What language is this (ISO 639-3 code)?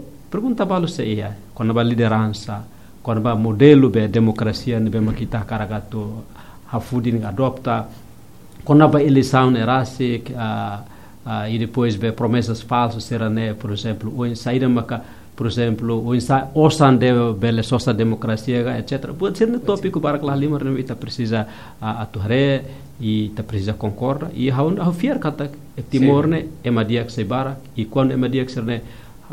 tet